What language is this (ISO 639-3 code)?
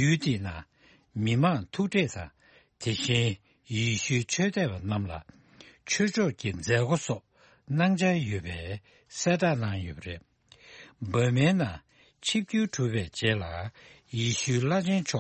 bod